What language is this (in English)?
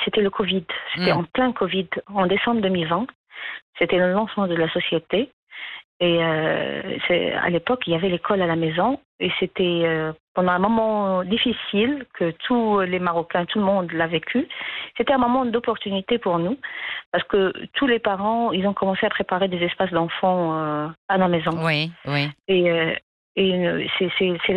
French